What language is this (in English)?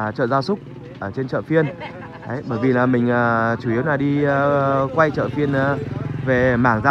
Vietnamese